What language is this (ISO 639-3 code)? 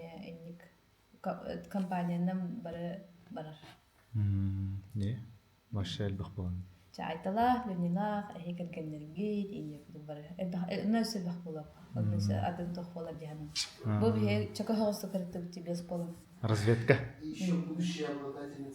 sah